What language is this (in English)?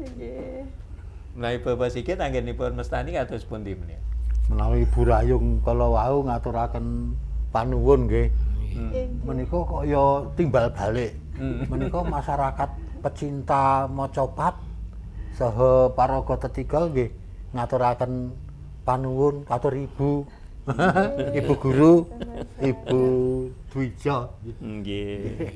Javanese